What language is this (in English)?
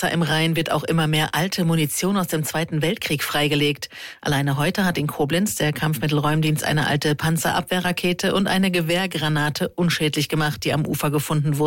German